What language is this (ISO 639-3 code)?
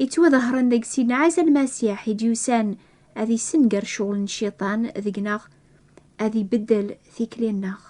kab